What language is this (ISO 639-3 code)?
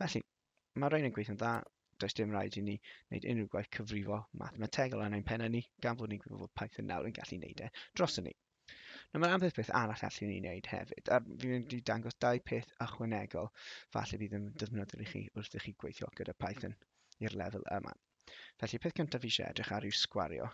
cym